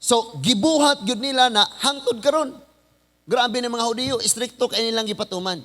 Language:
Cebuano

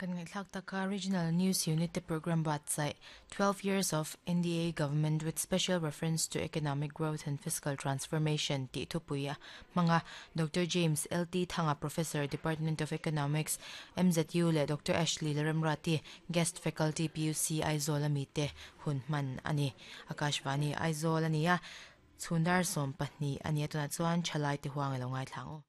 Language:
Mizo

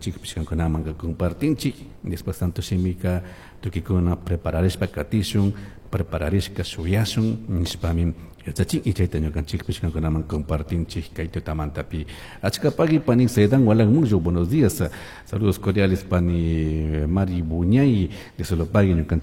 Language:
Chimborazo Highland Quichua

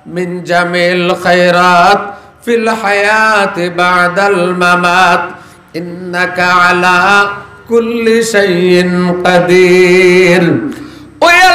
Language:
Sylheti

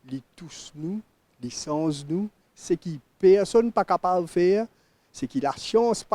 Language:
Morisyen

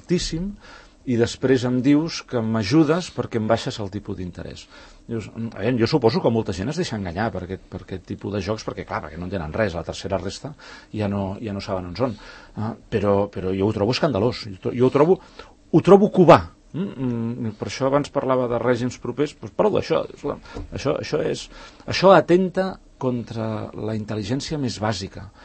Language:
Catalan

